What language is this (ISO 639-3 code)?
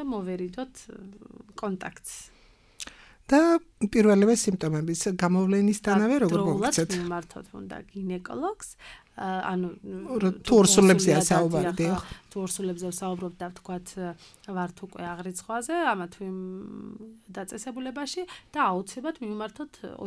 kat